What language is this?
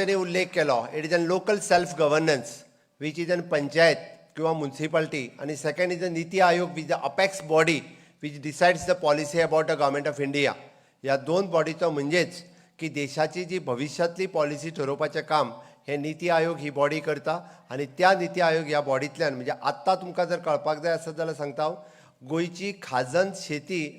Konkani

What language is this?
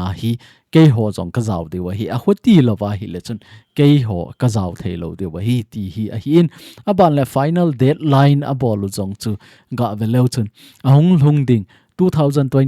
Thado Chin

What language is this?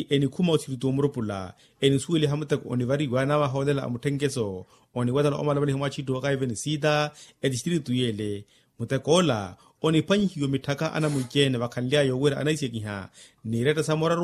Makhuwa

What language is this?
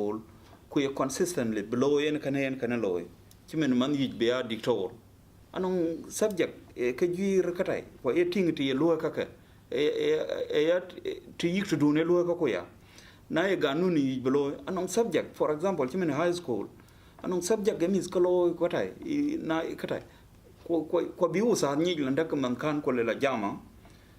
Dinka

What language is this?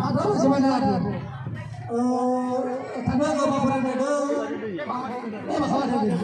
Nias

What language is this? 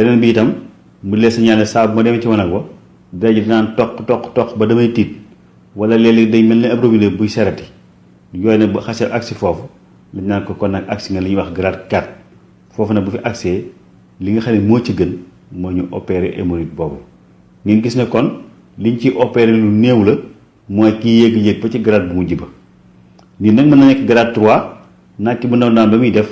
Wolof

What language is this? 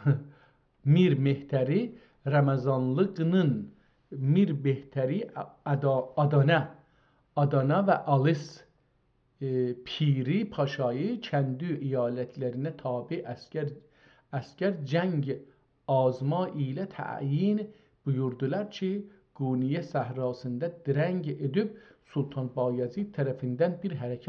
South Azerbaijani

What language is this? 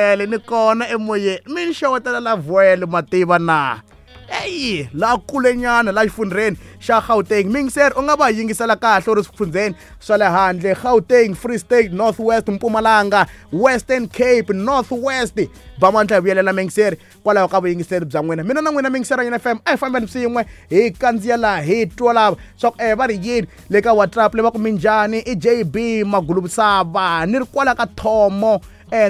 Tsonga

